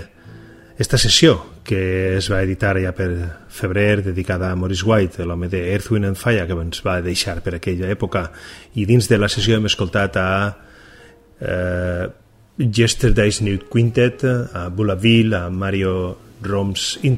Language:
Catalan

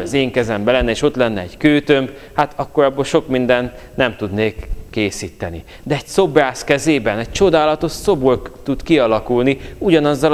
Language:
Hungarian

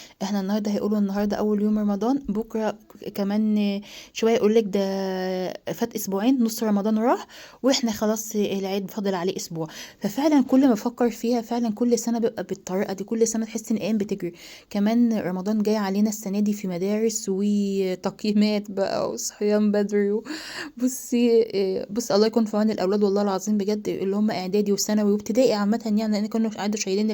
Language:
Egyptian Arabic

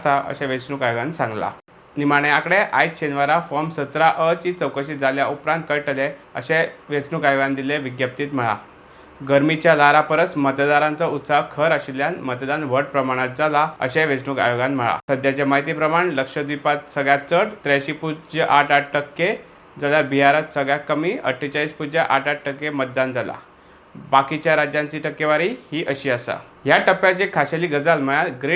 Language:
Konkani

